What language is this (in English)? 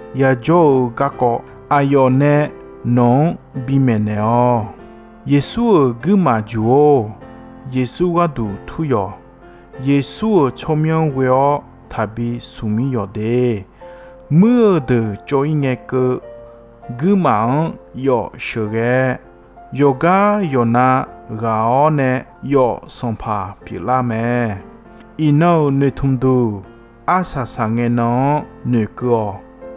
Akha